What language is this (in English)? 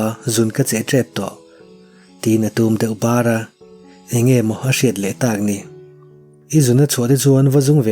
Mizo